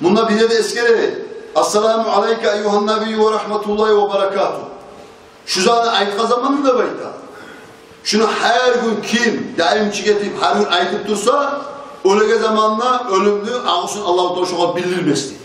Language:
Kumyk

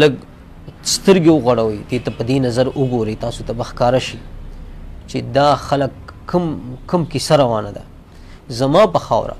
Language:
Pashto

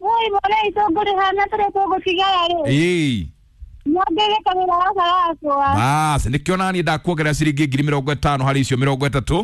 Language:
Kikuyu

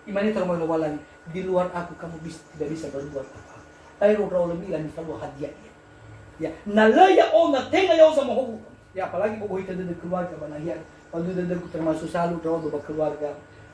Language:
Nias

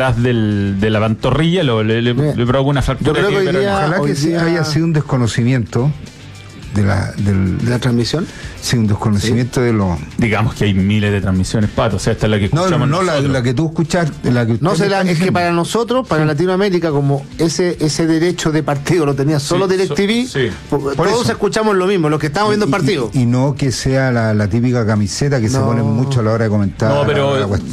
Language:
Spanish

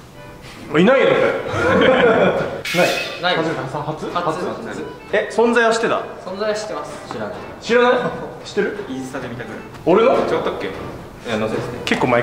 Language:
Japanese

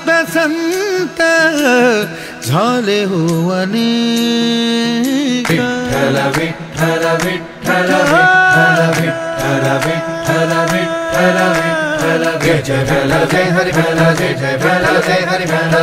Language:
Marathi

